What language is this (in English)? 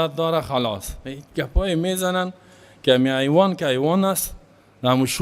Persian